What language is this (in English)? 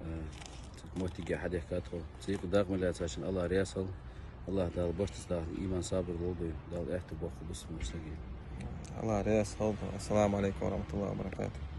Chechen